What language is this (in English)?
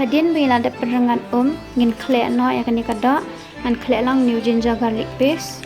Khasi